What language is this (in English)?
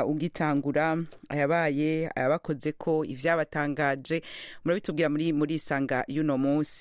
Rundi